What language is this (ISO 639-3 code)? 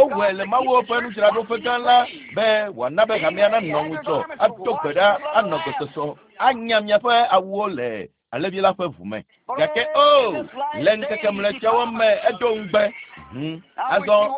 ewe